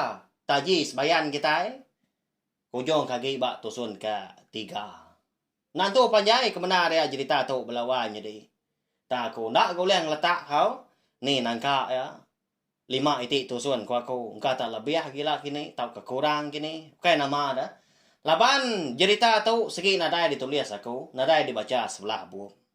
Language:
Iban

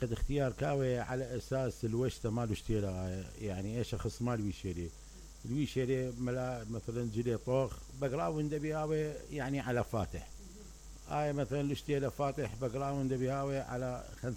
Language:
Mesopotamian Arabic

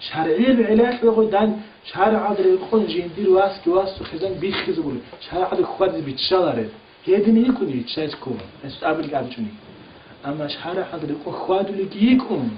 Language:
Avaric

